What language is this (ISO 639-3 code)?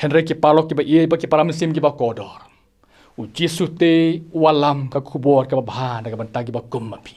kha